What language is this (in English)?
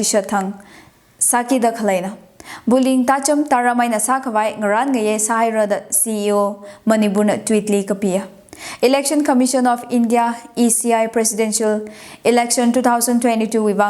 Tangkhul Naga (India)